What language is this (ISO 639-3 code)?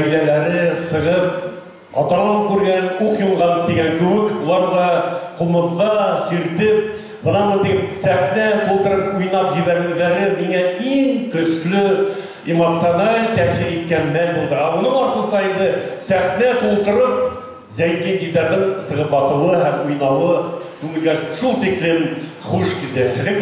bak